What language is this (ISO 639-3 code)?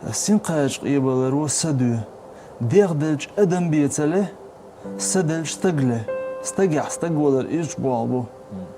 che